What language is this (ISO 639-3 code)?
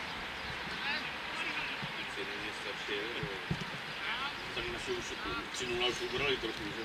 ces